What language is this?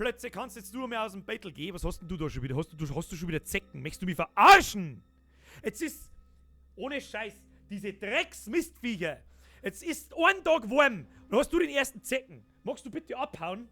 Bavarian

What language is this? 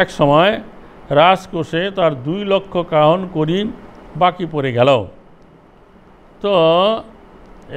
Bangla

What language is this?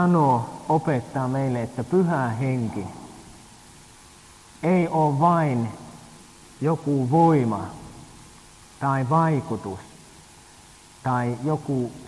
Finnish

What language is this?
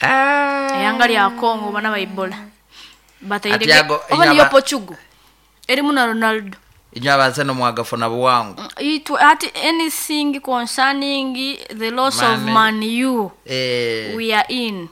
Nyankole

